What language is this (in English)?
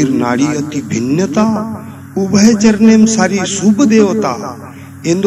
Lambadi